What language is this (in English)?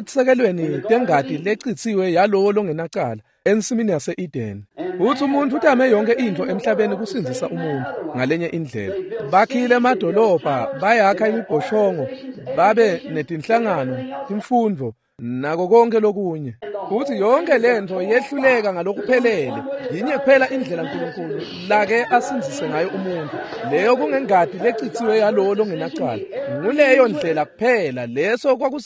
Swati